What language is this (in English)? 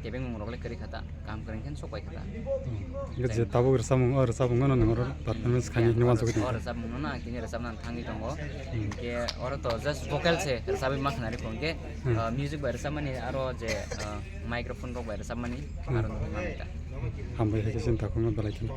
Kok Borok